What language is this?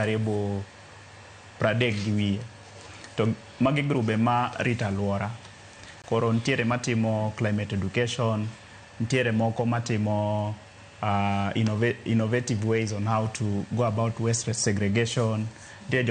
Luo (Kenya and Tanzania)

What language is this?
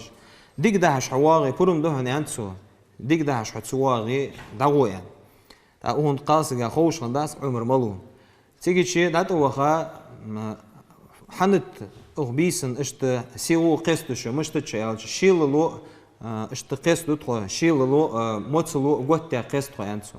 Ingush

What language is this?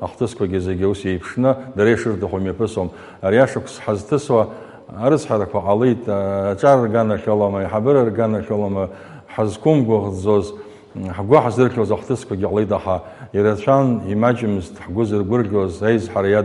Abkhazian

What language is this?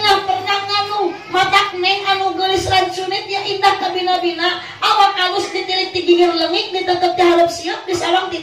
Sundanese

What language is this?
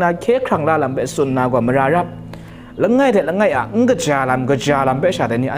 Kachin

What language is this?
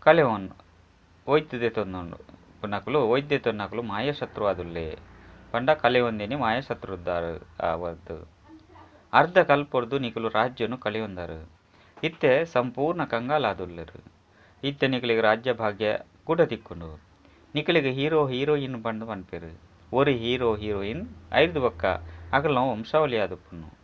Tulu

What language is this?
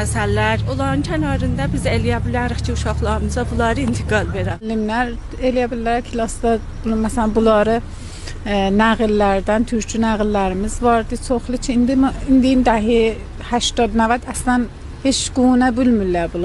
South Azerbaijani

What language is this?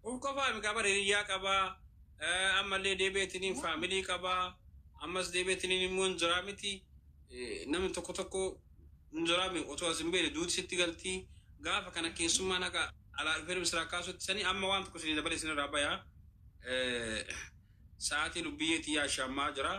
Oromo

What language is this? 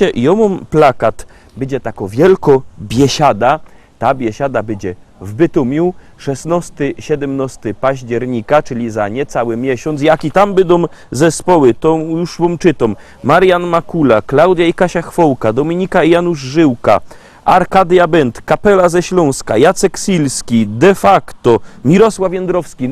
Silesian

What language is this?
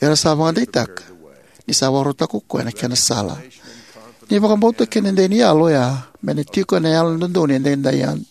Fijian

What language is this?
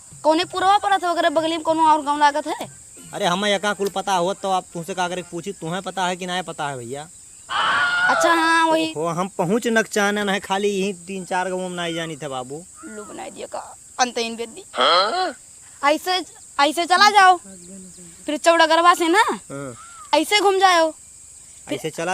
Awadhi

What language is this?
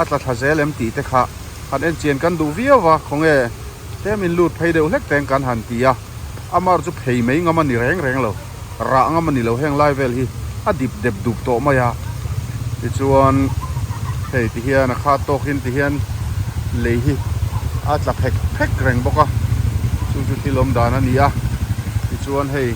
Mizo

